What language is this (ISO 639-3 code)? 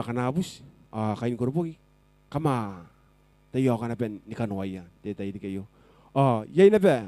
gil